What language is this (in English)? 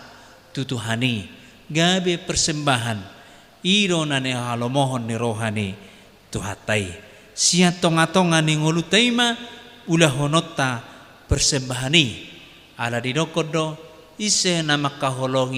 Batak Toba